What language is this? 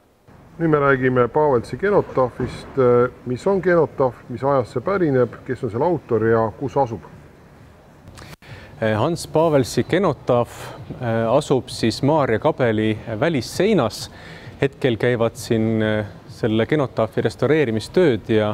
Estonian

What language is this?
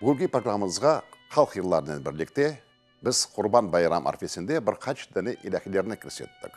Crimean Tatar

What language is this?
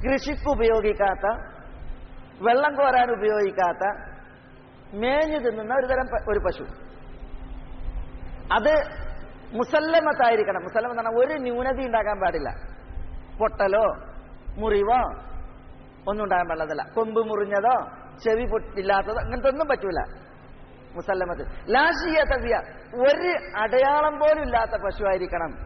Malayalam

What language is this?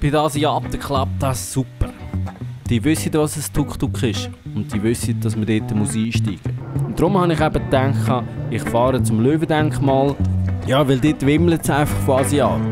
Swiss German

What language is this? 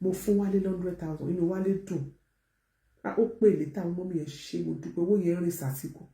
Yoruba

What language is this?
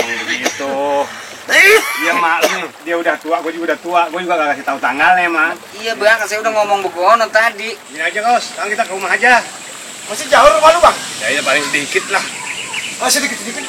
Betawi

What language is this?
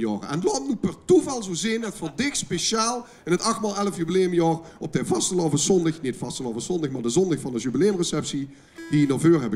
Limburgish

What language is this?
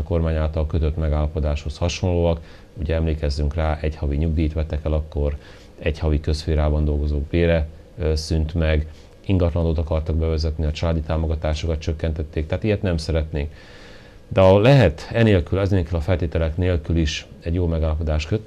Hungarian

